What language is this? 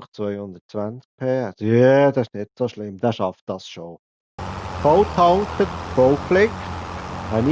Swiss German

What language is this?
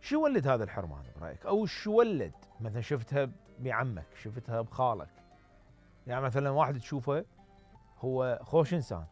Mesopotamian Arabic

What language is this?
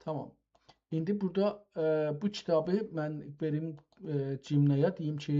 South Azerbaijani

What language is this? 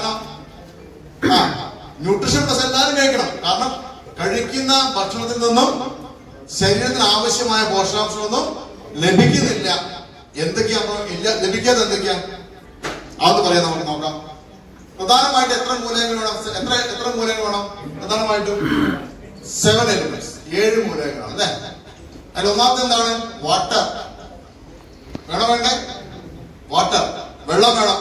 Malayalam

